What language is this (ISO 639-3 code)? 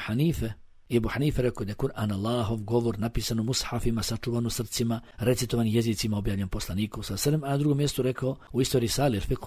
bos